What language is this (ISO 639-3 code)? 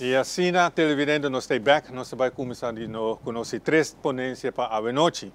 pap